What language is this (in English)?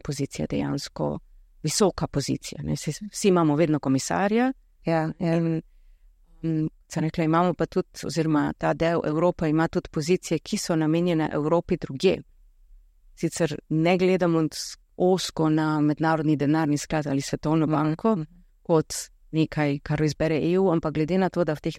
Slovenian